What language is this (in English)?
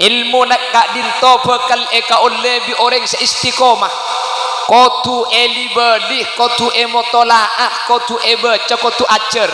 Madurese